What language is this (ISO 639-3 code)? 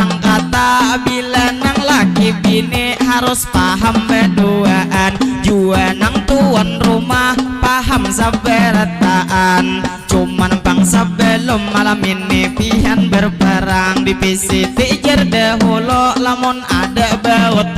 bjn